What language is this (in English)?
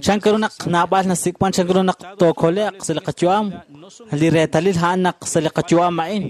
Kekchí